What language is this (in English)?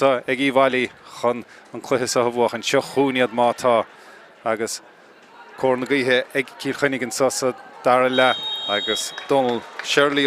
Irish